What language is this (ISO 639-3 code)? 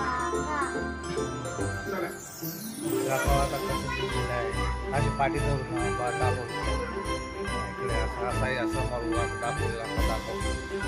mar